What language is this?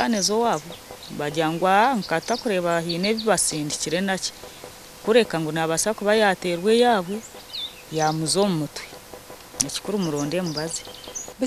Nyankole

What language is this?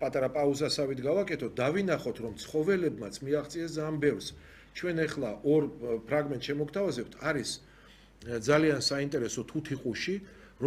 Georgian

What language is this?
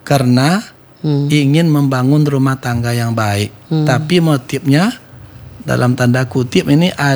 Indonesian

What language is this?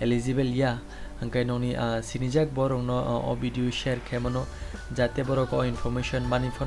Kok Borok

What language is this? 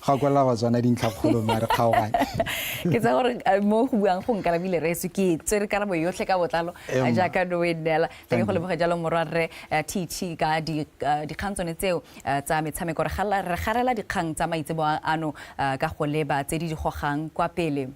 Tswana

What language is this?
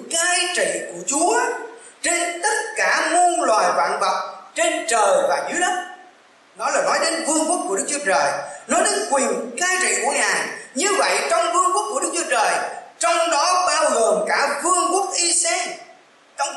Vietnamese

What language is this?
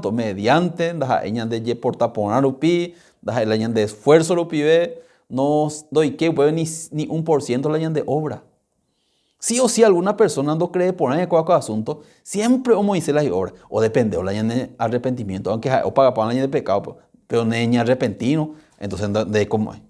Guarani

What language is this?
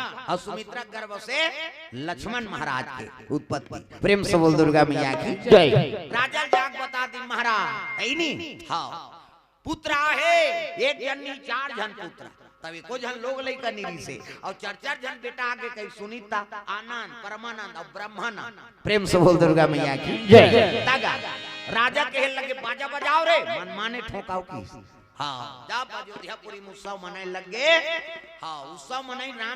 Chhattisgarhi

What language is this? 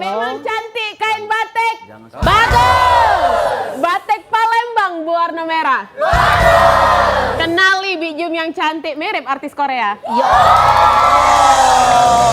Musi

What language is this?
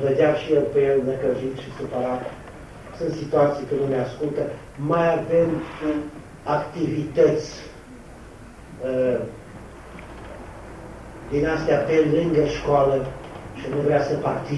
Romanian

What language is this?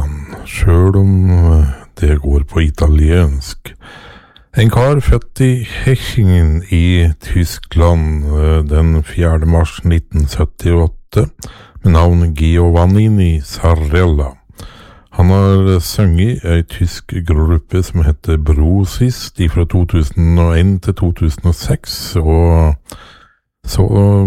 Norwegian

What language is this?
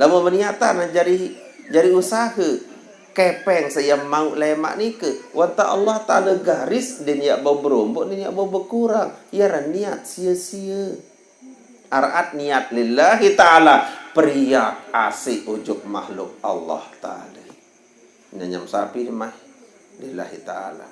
Sasak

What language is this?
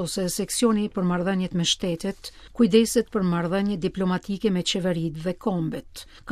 Albanian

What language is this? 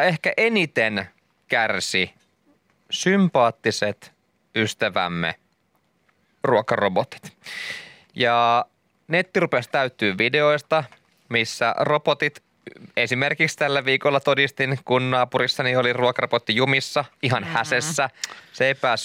Finnish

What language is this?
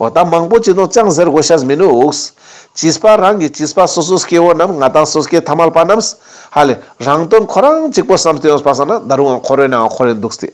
Ladakhi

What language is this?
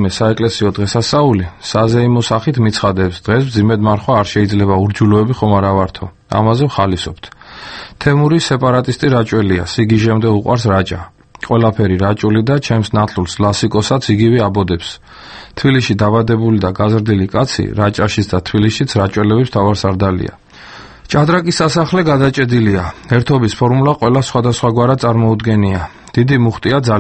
Georgian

